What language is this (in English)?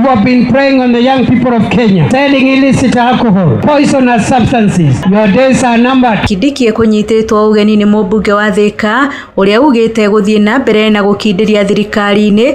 Kikuyu